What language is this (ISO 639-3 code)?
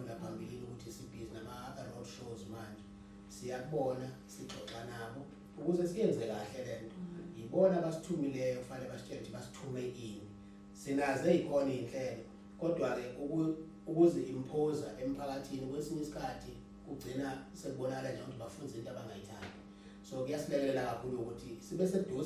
zul